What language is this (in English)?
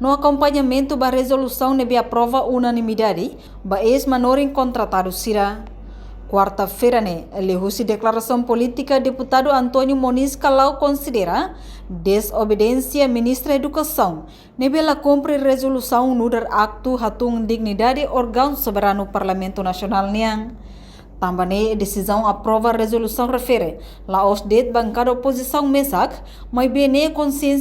Tetum